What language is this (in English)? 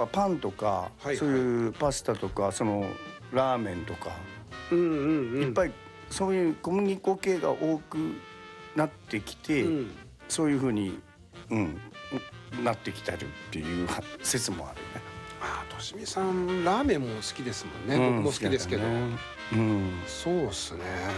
Japanese